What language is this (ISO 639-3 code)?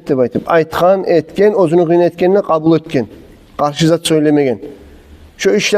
kum